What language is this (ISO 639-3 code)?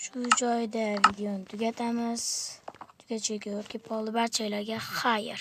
uzb